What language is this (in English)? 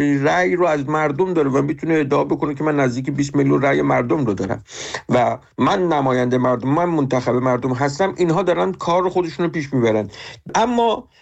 Persian